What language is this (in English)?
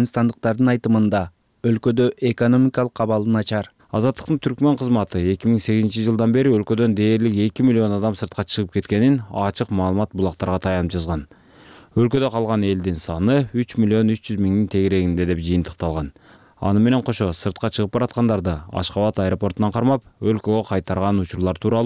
Kyrgyz